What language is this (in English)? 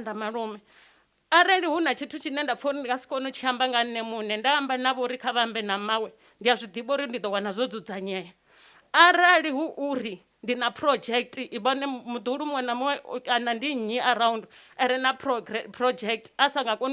Venda